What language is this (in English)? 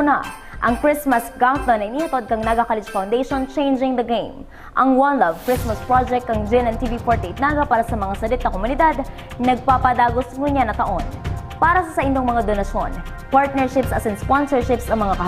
Bikol